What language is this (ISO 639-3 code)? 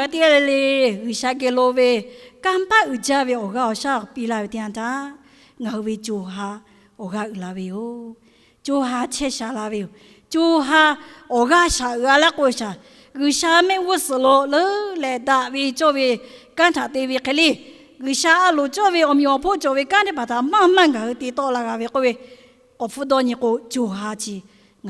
lhu